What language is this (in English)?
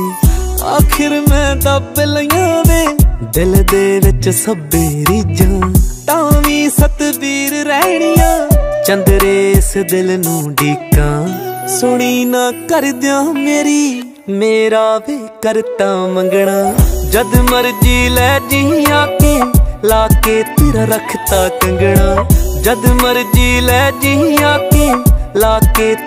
Punjabi